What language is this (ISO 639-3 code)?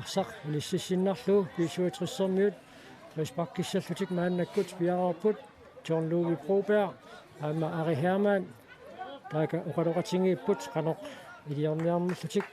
kal